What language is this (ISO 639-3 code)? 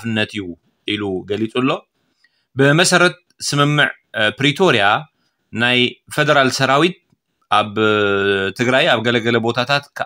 tir